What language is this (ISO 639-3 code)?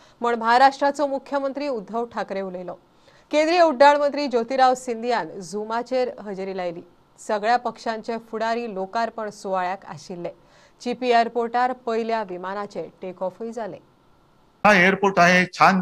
kok